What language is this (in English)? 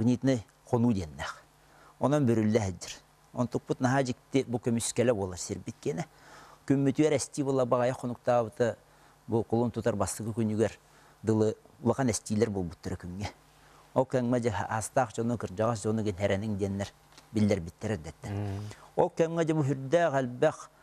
Yakut